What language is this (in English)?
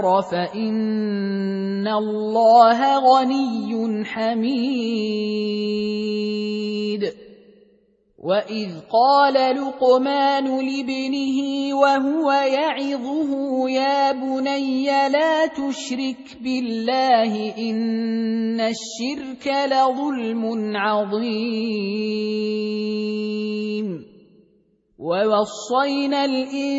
Arabic